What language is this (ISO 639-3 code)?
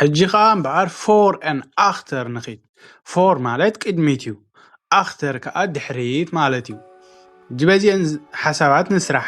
tir